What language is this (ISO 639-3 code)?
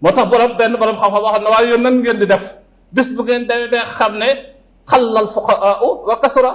wol